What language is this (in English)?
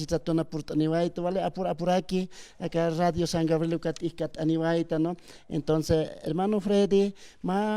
Aymara